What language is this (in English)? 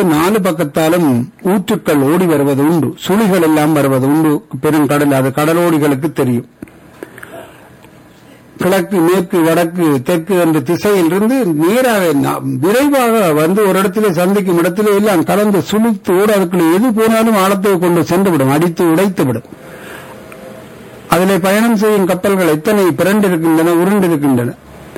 Tamil